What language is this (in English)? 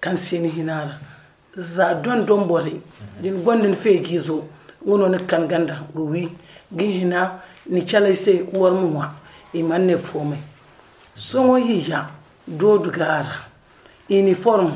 Zarma